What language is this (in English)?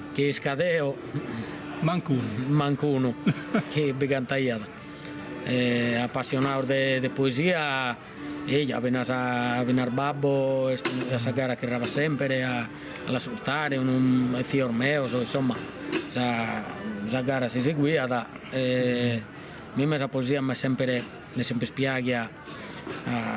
Sardinian